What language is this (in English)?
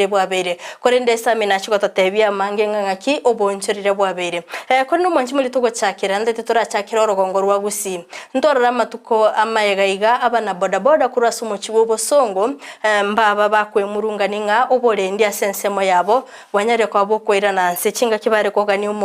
Gusii